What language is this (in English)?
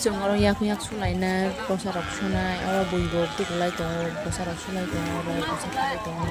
Kok Borok